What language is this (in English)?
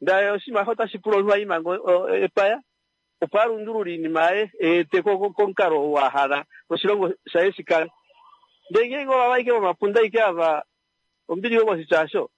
Kuanyama